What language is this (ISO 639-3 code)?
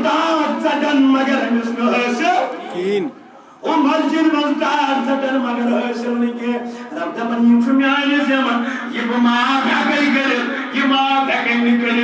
kas